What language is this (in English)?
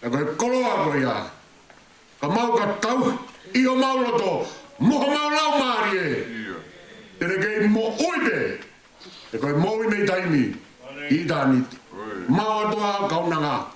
Tongan